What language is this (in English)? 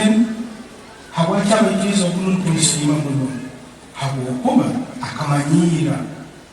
Nyankole